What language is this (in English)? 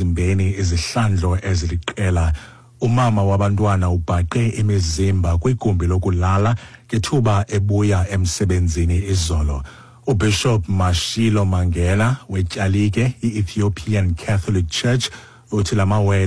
Xhosa